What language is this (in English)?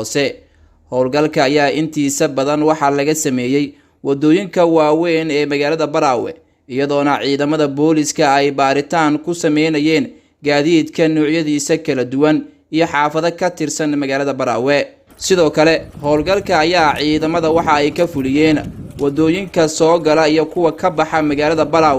Somali